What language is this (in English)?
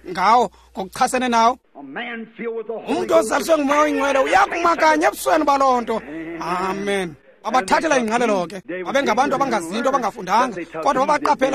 Xhosa